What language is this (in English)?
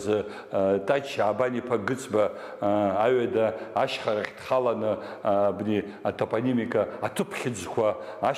Abkhazian